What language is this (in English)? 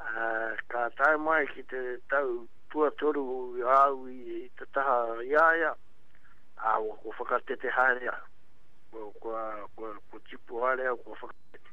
Māori